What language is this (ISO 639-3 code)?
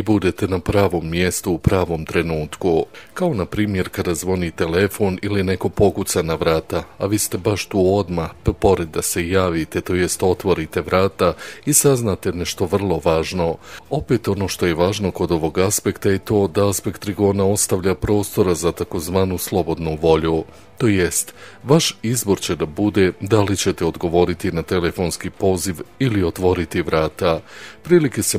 hrv